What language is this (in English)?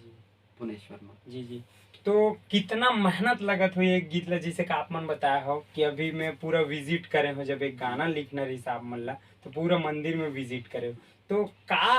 Chhattisgarhi